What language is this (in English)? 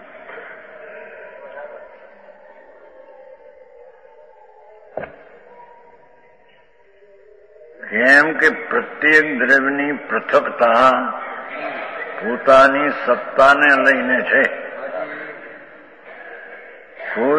Gujarati